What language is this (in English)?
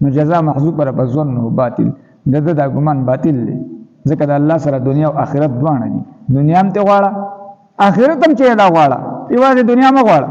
Pashto